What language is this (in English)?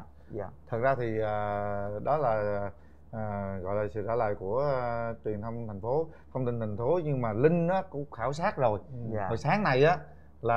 Vietnamese